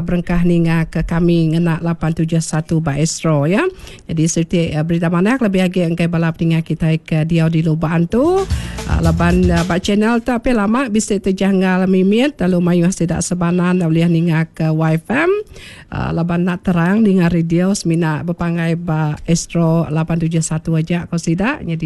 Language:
Iban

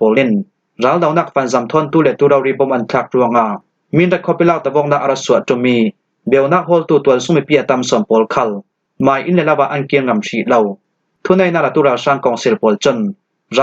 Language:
Falam Chin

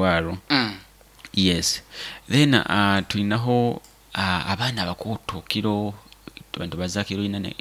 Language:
Nyoro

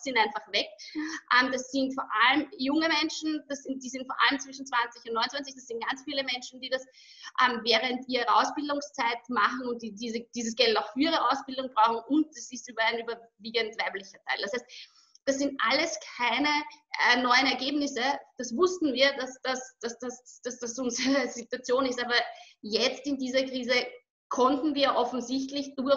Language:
German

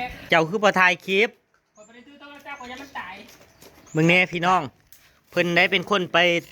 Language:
Northeastern Thai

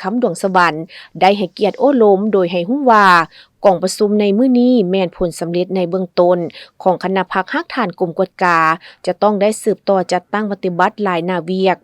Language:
Lao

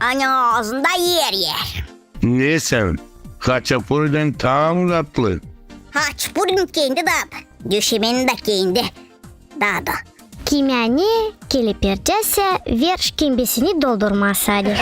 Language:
Gagauz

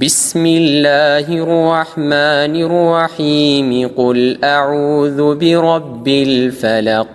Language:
Amharic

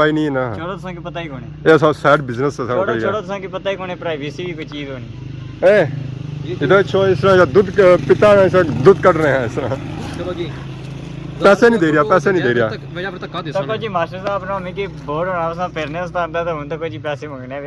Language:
Pahari-Potwari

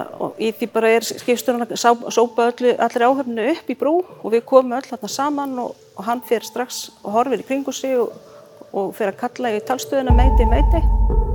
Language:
Icelandic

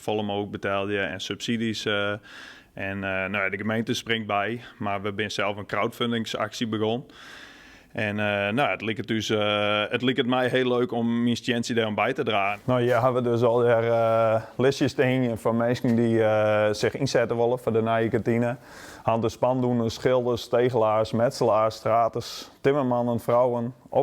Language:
Western Frisian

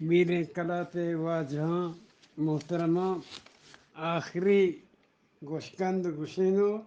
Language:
Eastern Balochi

